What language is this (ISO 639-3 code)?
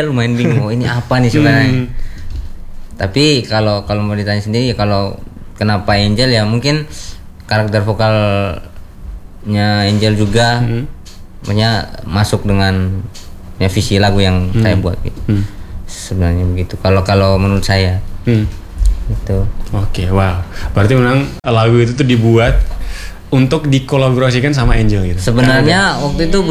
ind